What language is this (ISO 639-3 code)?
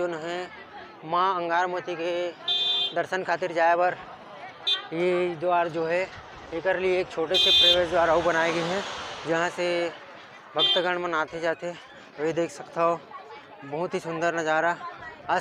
hne